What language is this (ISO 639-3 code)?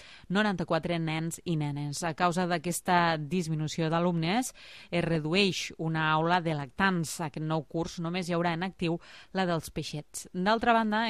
cat